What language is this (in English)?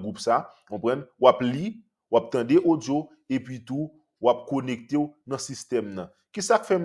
Haitian Creole